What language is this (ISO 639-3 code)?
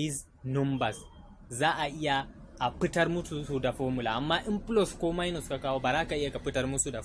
hau